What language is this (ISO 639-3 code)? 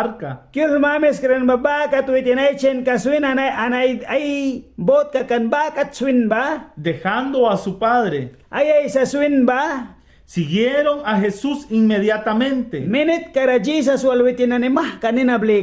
miq